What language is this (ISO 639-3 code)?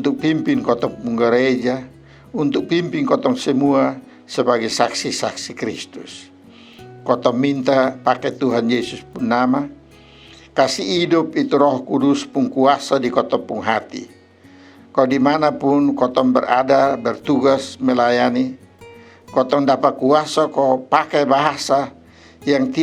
mkn